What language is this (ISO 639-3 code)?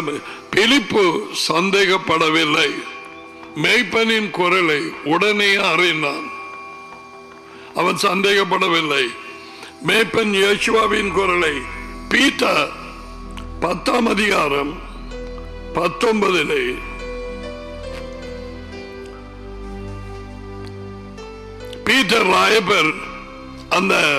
tam